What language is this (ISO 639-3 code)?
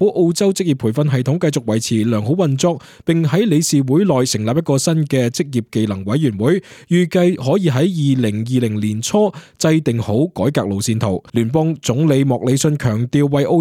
yue